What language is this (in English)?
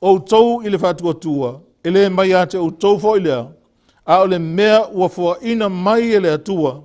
Samoan